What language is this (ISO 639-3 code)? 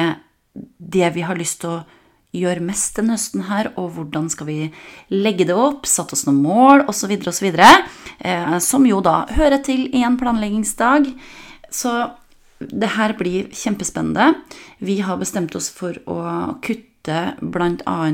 nor